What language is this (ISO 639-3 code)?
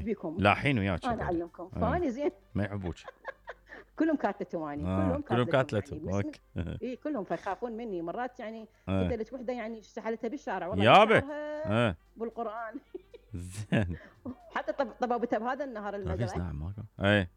acm